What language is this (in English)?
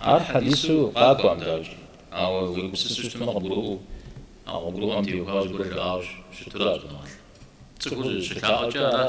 Kabardian